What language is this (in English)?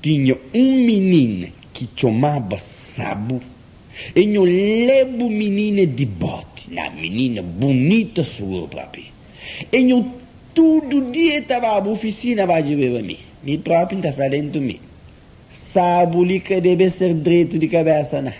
Kabuverdianu